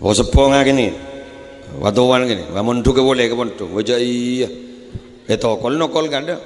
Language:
Madurese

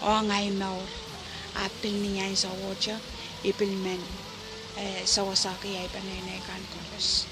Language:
Pohnpeian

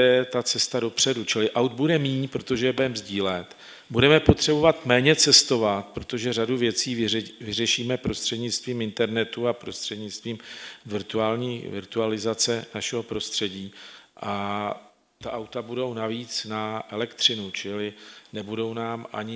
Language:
Czech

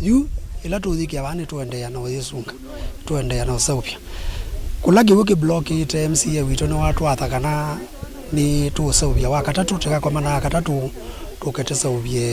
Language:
Kamba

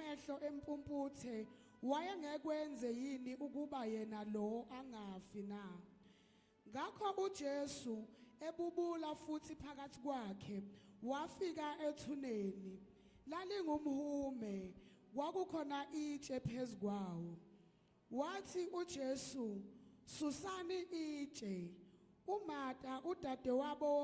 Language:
Zulu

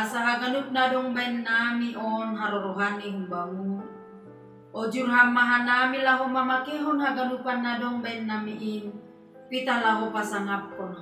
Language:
Batak Simalungun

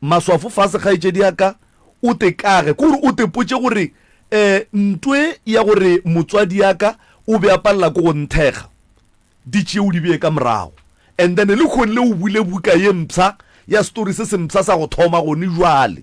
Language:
Northern Sotho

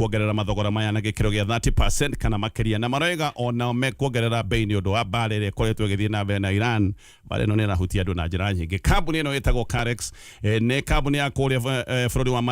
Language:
Kikuyu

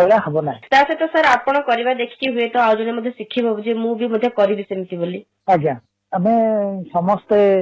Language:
Odia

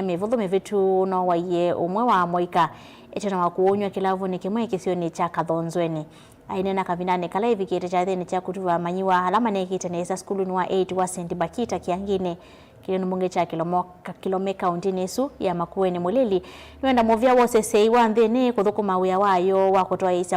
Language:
Kamba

